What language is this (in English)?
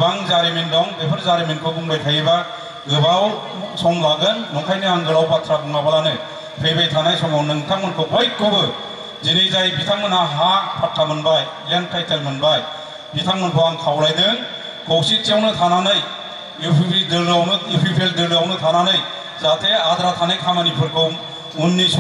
Bodo